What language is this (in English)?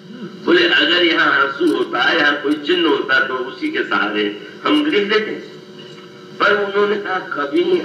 Hindi